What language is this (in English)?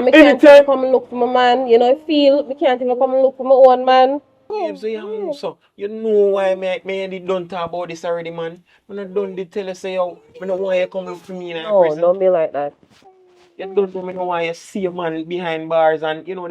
Jamaican Creole English